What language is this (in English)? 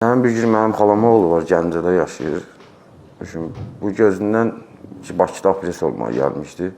Azerbaijani